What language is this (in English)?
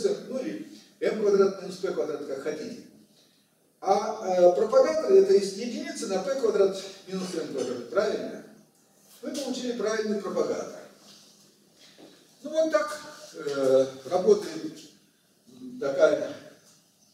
Russian